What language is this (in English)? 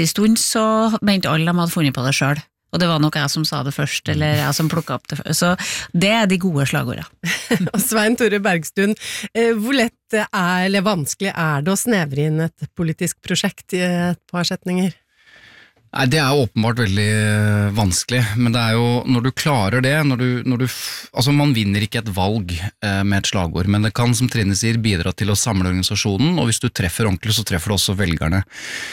Norwegian